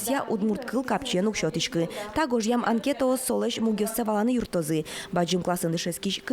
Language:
Udmurt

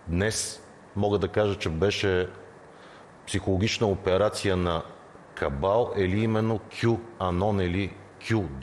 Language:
Bulgarian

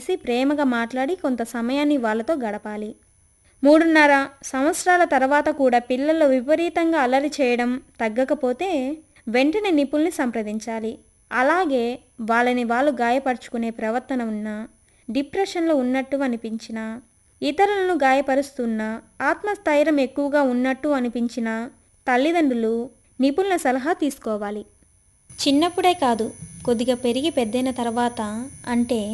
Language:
Telugu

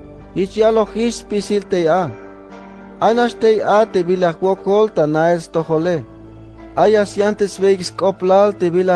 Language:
Tzeltal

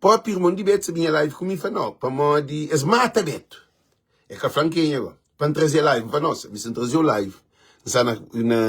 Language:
Kabuverdianu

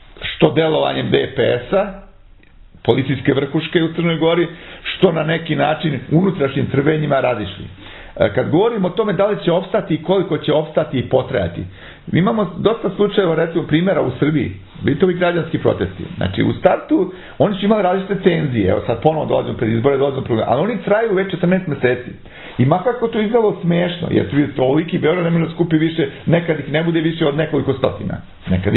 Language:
Serbian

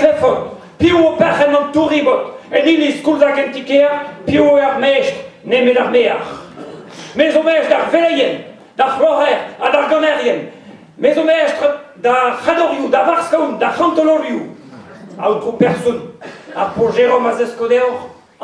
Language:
Breton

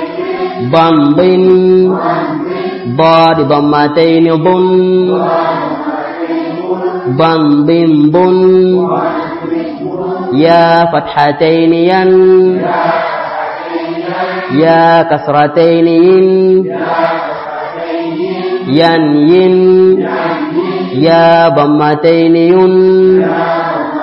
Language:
Swahili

